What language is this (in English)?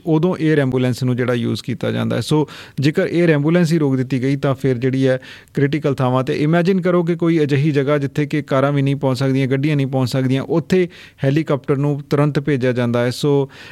Punjabi